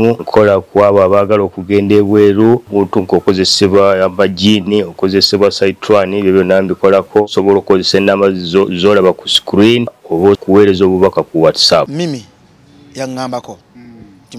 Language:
Ganda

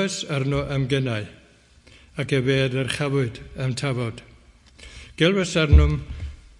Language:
Welsh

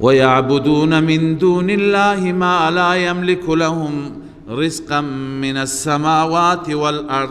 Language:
Persian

